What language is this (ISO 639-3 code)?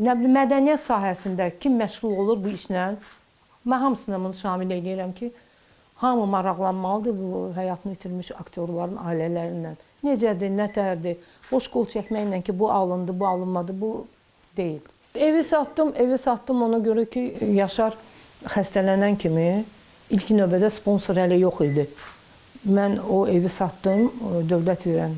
aze